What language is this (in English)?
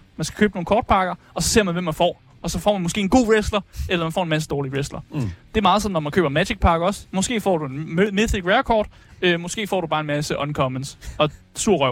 Danish